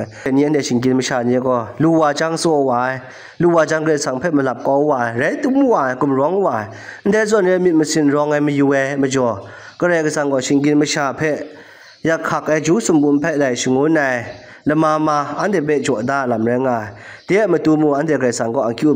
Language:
Kachin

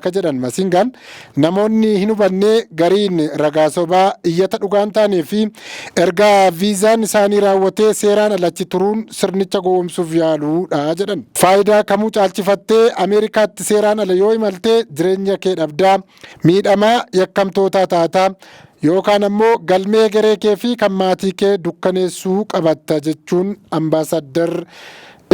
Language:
Oromo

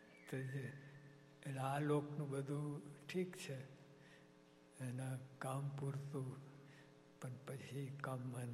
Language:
Gujarati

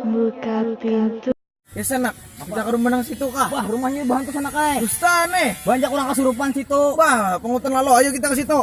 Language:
Banjar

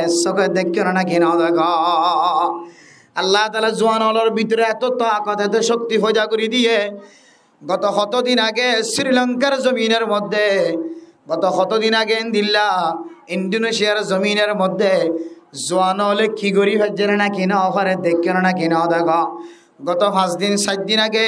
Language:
Rohingya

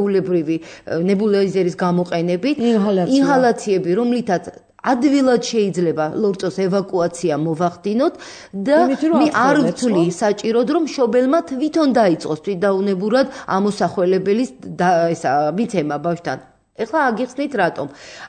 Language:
Georgian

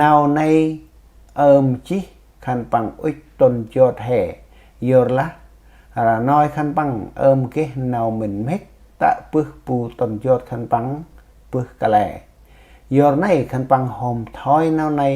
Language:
Central Mnong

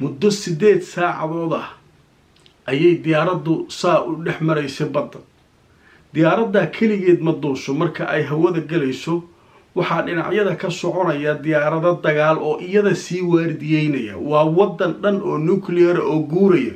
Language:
Somali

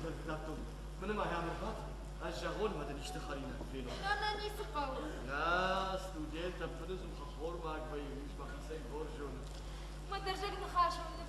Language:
Ossetic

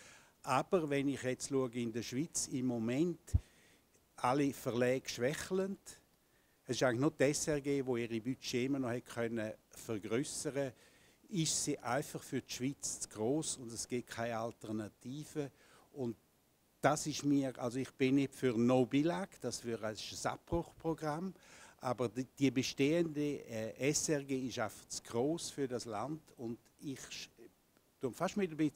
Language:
German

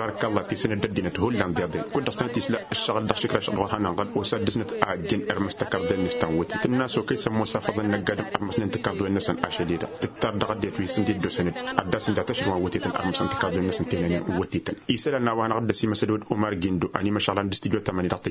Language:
Tamasheq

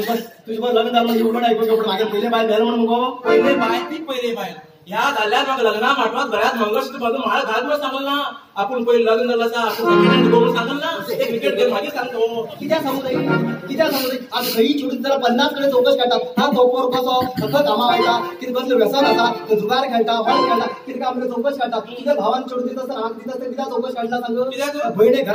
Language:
Konkani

